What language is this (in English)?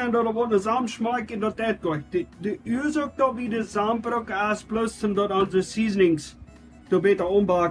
Plautdietsch